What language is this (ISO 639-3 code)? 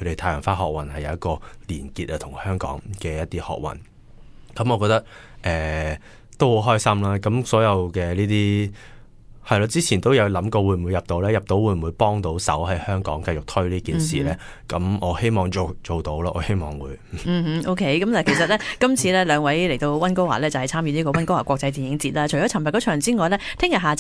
yue